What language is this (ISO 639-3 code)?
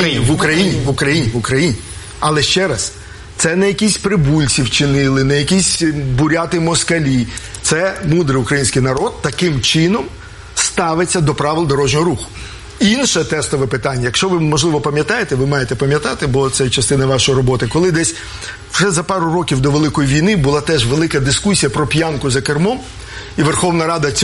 ukr